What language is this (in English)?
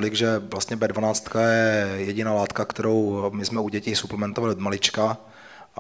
Czech